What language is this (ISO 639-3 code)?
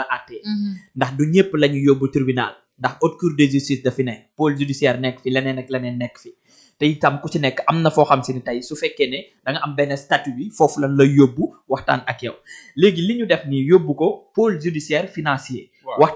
wol